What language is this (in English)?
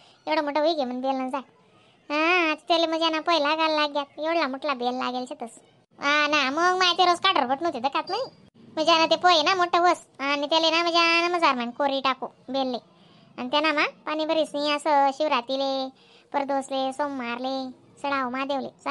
Khandesi